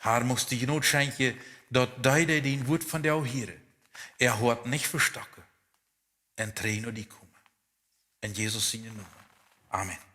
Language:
Plautdietsch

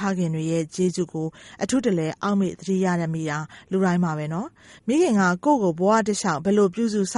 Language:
Burmese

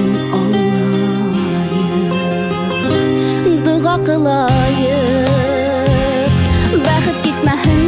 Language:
Bashkir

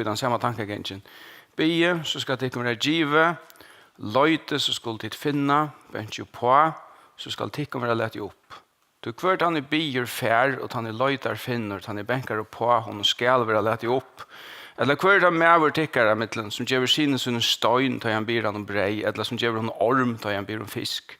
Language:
Faroese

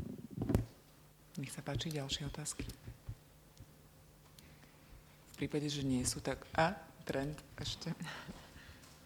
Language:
Slovak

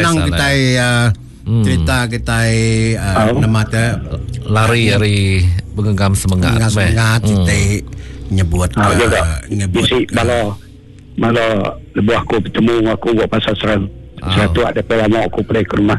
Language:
Iban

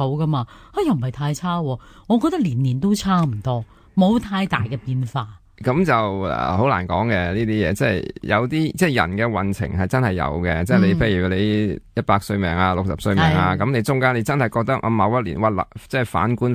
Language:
Cantonese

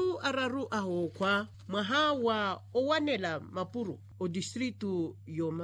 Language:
Makhuwa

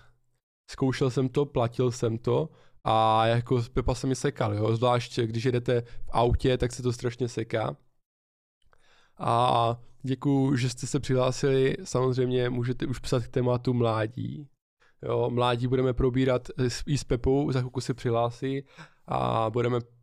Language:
Czech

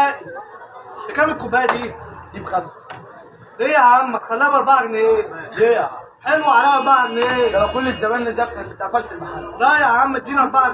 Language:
Egyptian Arabic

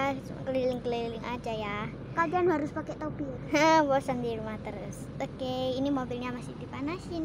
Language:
Indonesian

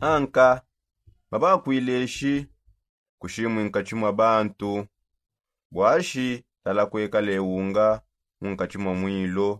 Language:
Songe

